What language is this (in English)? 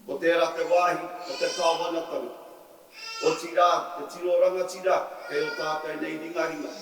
Māori